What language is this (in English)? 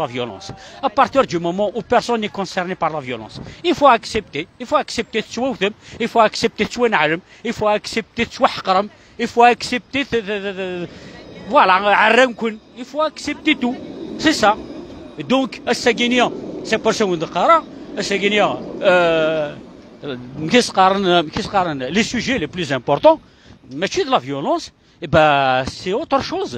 Kabyle